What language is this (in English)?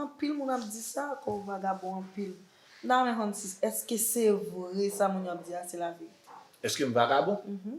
Haitian Creole